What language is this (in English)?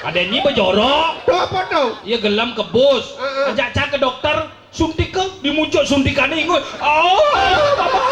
Balinese